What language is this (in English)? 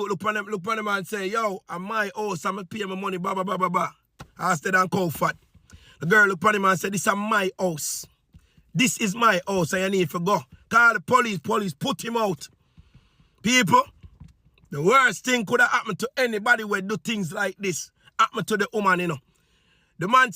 Jamaican Creole English